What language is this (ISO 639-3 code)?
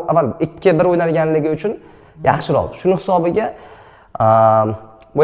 uzb